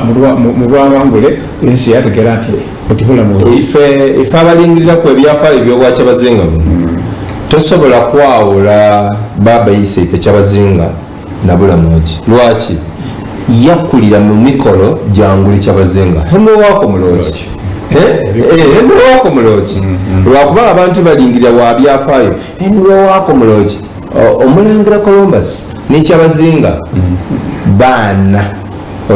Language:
Soga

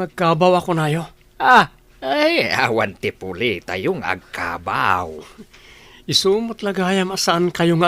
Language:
Iloko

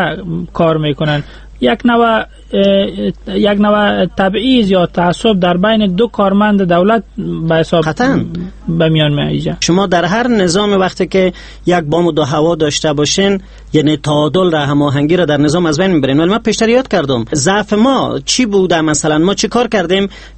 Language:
Persian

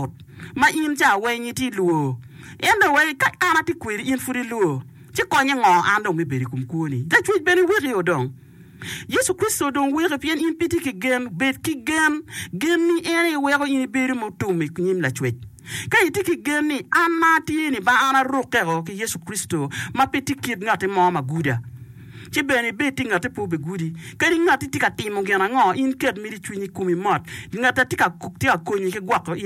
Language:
Acoli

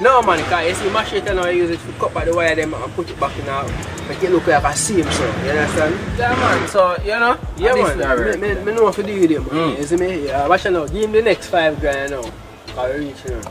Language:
Jamaican Creole English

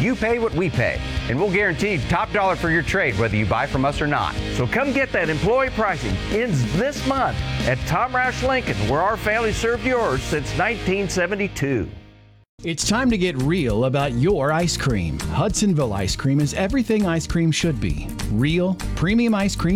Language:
English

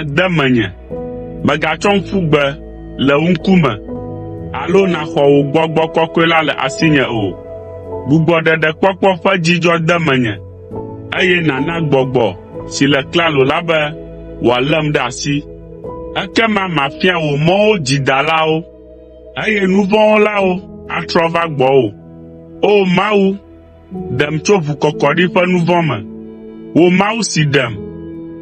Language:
Ewe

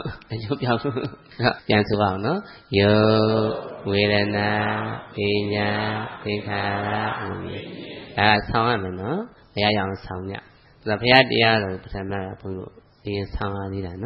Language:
Burmese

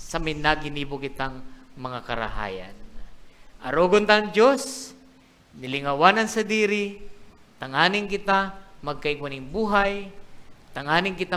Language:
Bikol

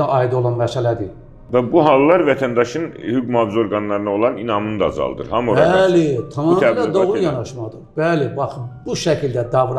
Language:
Azerbaijani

